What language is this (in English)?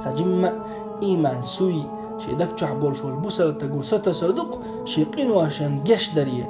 Chechen